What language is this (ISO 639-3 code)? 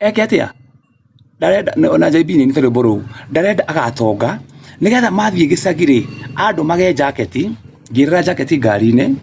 kik